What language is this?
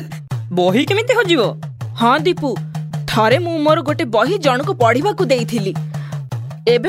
Odia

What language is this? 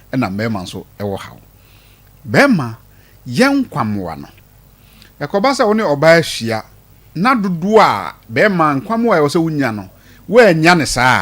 Akan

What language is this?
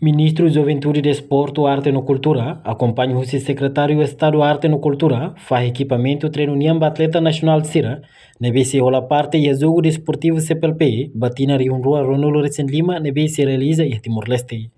Tetum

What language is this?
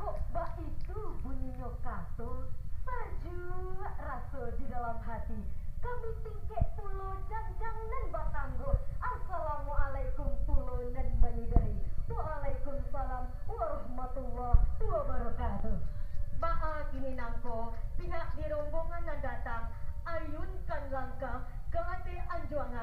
Minangkabau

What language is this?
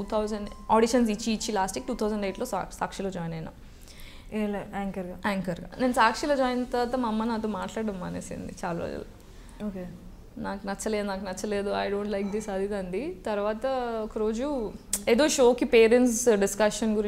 Telugu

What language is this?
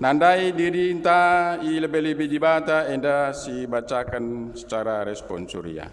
Batak Karo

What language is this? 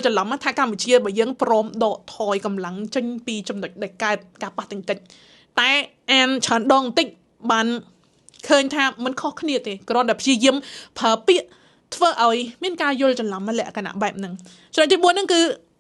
Khmer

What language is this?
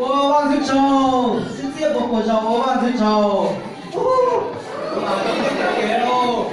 Hmong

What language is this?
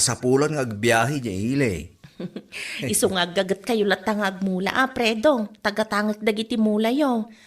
Iloko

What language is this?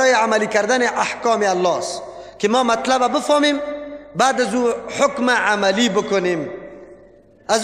Persian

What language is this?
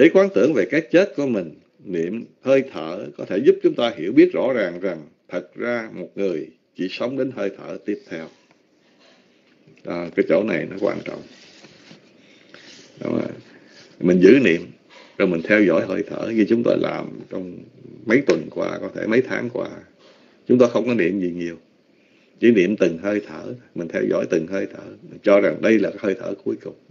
Vietnamese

